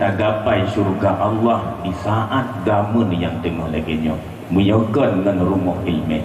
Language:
Achinese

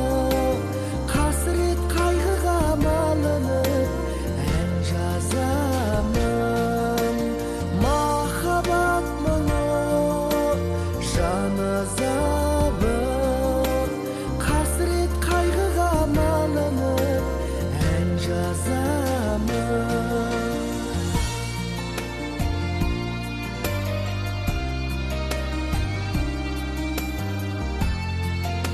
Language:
Kazakh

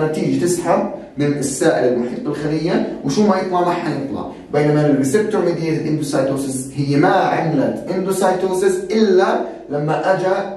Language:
South Levantine Arabic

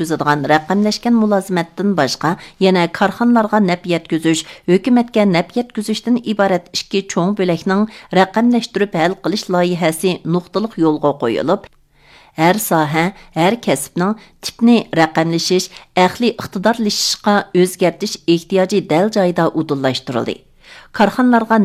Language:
Uyghur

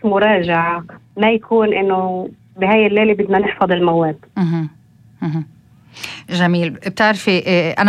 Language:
North Levantine Arabic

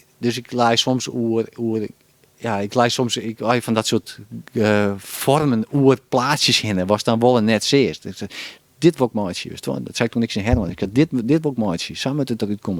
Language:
Western Frisian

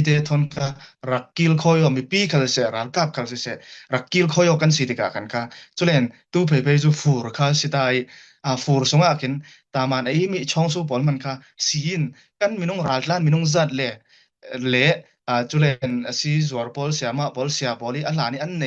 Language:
Falam Chin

